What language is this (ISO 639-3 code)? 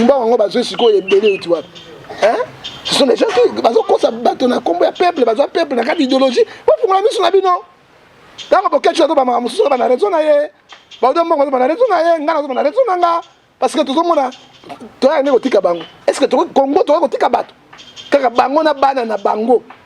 lin